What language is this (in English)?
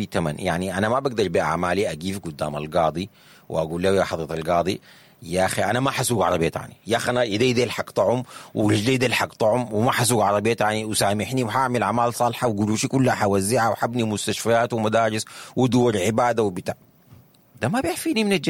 Sudanese Arabic